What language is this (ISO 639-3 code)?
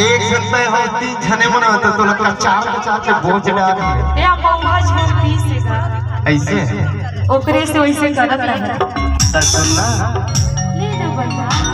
hne